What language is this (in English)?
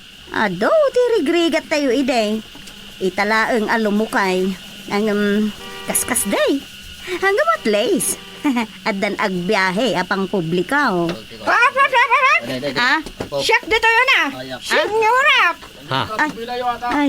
Iloko